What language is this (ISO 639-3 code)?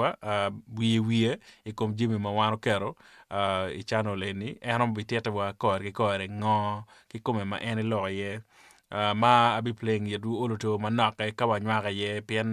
ach